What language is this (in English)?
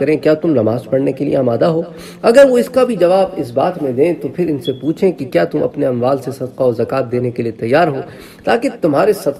Urdu